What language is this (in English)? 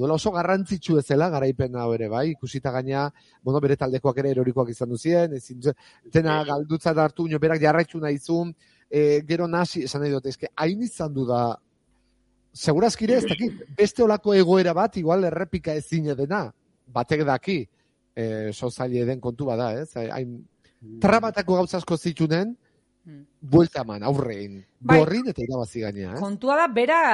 Basque